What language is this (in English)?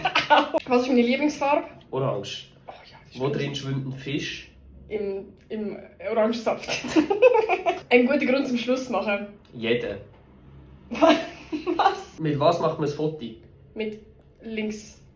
Swiss German